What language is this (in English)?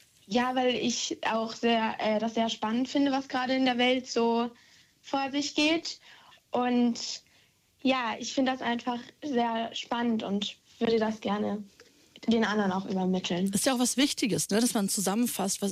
German